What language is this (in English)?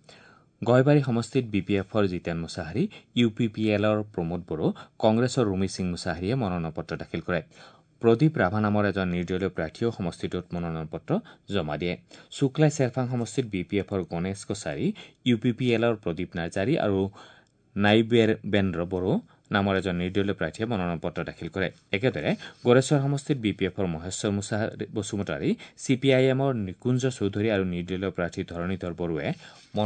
Assamese